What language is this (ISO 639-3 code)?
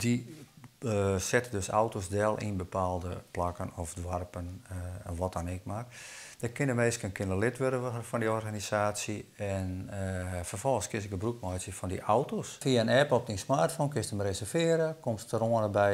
fry